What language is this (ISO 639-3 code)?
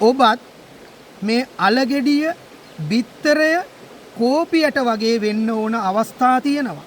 sin